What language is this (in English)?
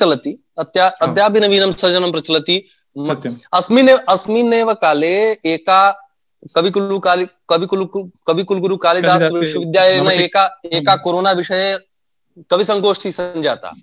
Sanskrit